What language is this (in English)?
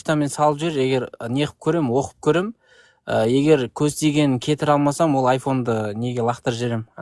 Kazakh